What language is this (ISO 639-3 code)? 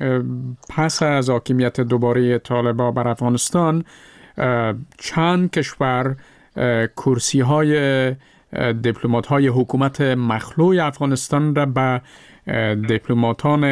fas